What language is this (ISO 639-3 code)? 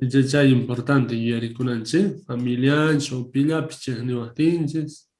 quh